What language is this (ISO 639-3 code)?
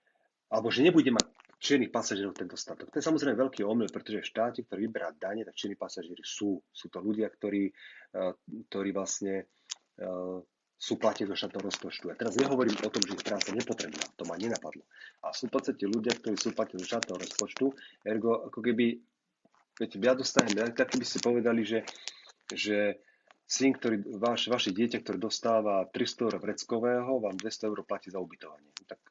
slk